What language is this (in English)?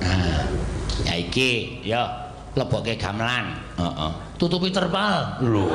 Javanese